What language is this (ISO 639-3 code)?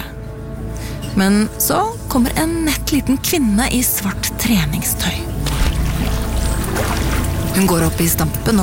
nor